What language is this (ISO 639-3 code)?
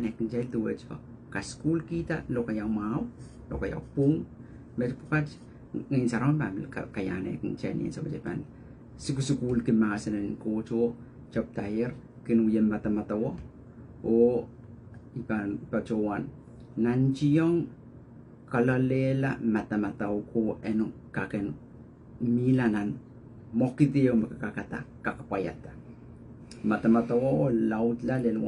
pon